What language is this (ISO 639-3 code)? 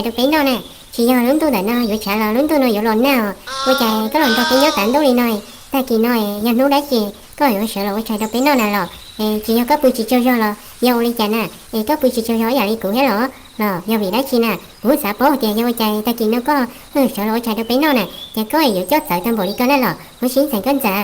hmn